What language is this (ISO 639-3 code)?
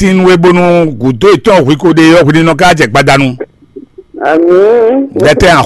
fon